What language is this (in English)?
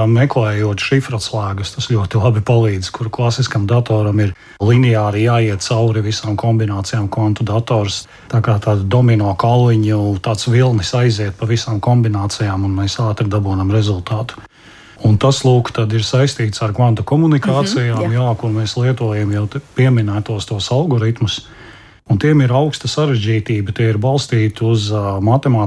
Latvian